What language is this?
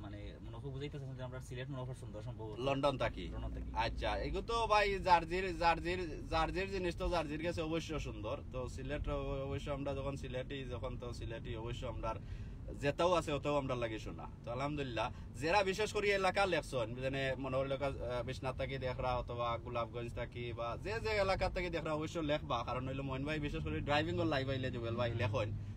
Sylheti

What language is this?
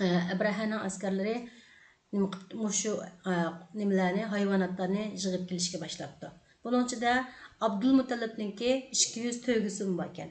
Uyghur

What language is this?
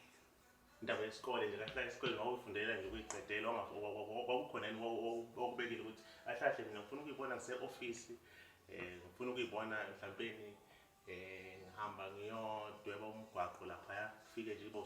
Zulu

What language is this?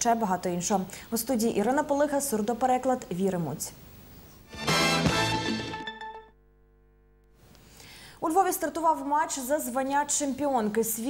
Ukrainian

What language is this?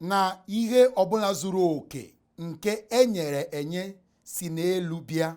Igbo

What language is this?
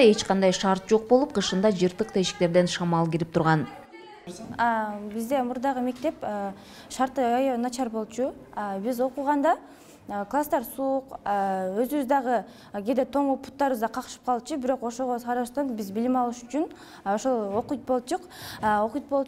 Kyrgyz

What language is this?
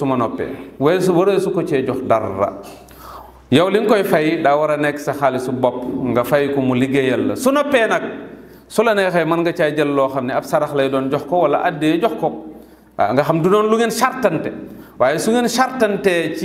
Wolof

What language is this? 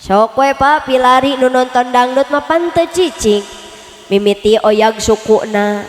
Sundanese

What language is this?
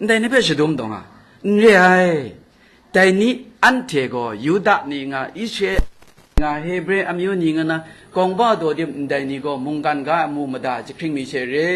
Kachin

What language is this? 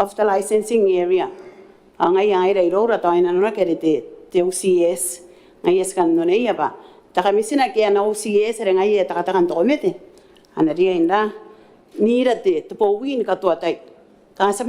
Gilbertese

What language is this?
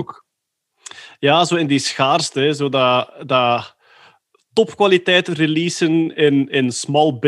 Dutch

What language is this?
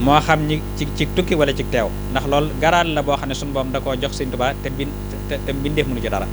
Wolof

